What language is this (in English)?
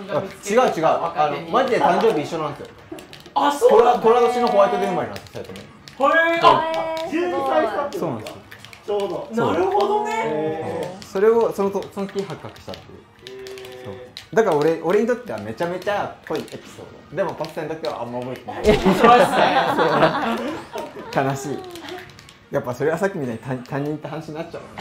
Japanese